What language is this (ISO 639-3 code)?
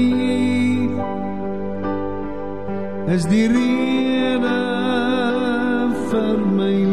afr